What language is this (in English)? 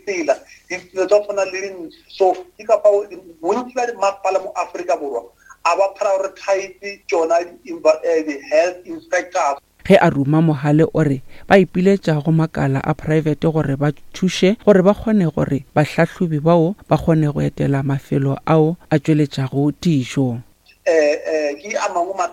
Northern Sotho